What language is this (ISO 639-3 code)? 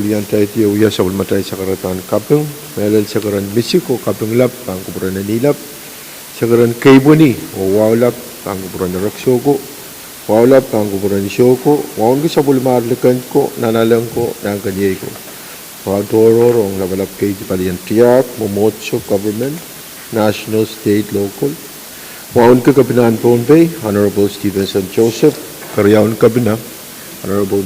pon